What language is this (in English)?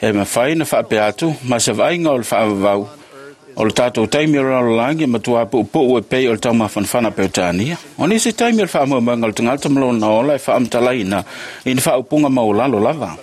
Samoan